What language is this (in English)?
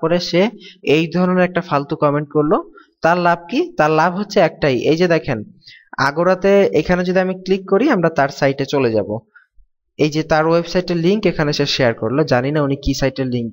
Bangla